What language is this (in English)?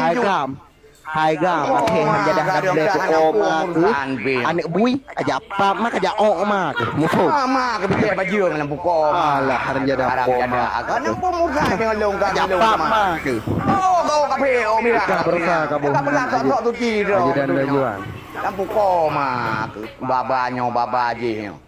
Achinese